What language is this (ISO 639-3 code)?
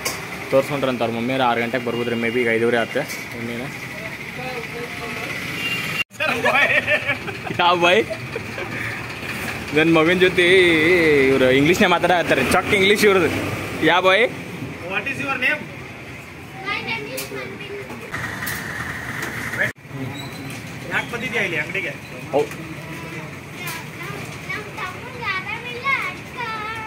kan